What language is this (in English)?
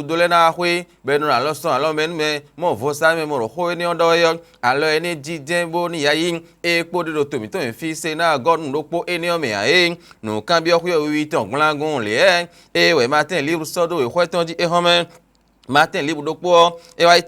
Fon